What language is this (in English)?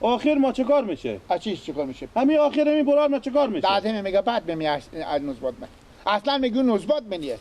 Persian